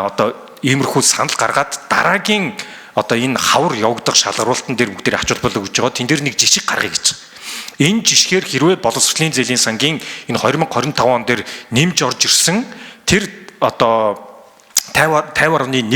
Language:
Mongolian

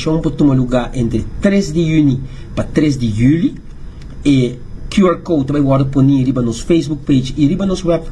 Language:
Papiamento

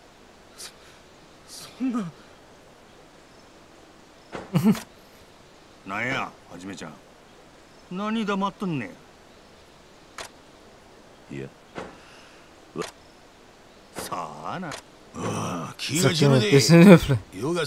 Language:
Japanese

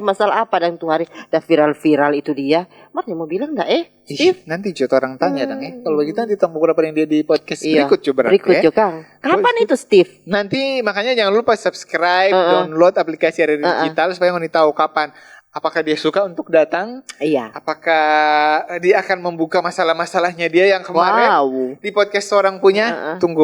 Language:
Manado Malay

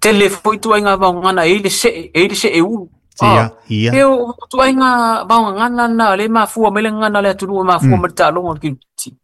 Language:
Samoan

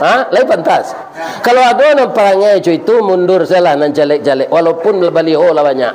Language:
Minangkabau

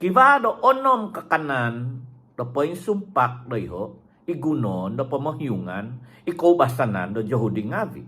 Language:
Central Dusun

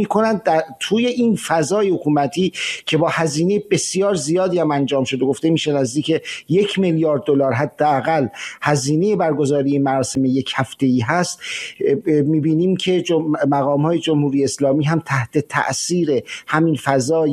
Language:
Persian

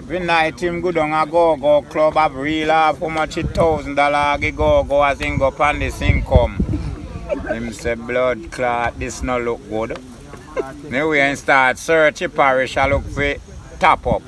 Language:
Jamaican Creole English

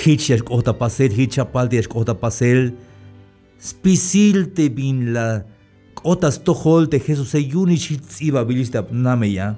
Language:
Tzeltal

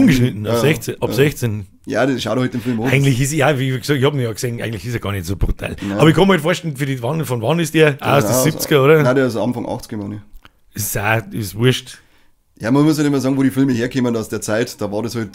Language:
Bavarian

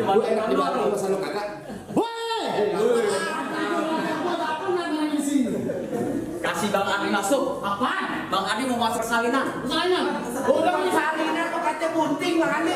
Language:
Betawi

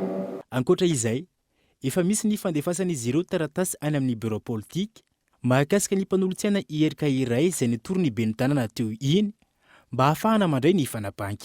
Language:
Malagasy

